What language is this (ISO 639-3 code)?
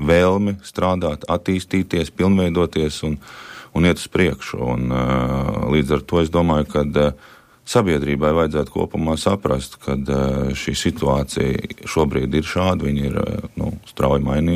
lav